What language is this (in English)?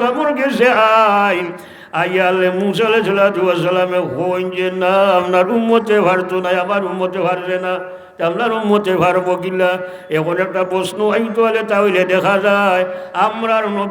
Sylheti